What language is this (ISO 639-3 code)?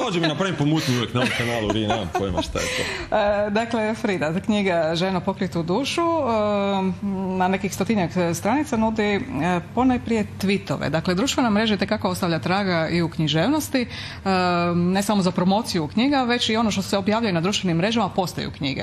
hrv